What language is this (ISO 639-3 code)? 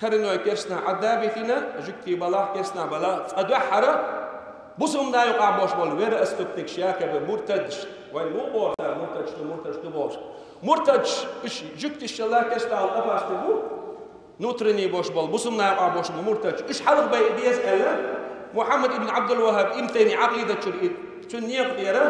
che